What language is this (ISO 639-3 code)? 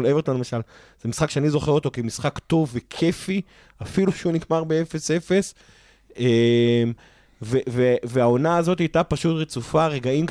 heb